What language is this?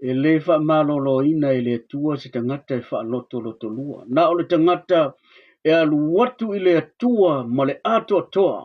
Samoan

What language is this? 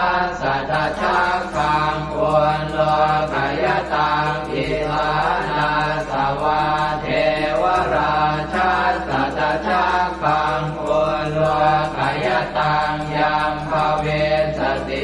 Pali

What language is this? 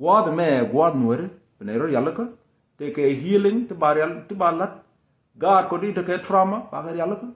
Nuer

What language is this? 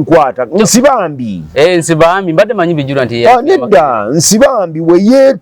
Ganda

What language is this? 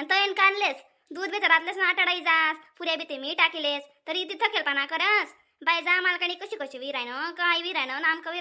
Khandesi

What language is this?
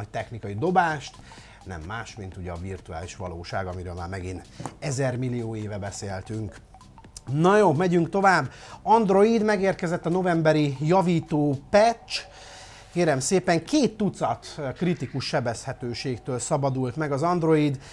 Hungarian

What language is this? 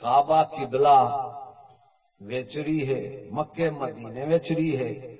Saraiki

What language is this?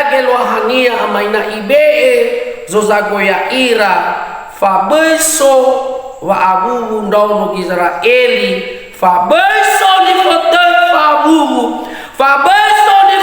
Nias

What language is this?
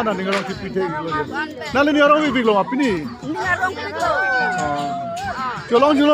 Karbi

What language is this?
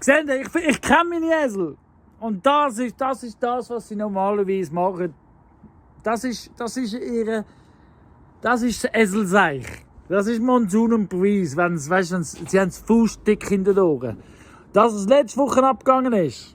Swiss German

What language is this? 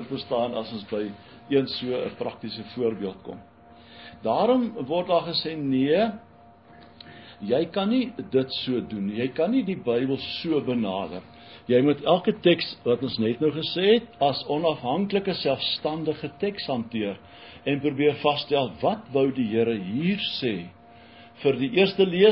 Afrikaans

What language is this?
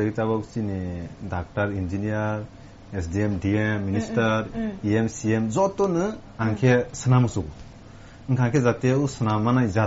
Kok Borok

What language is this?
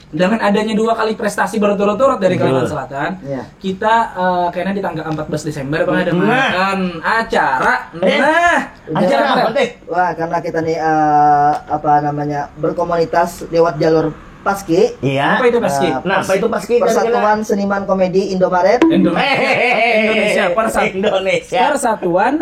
Banjar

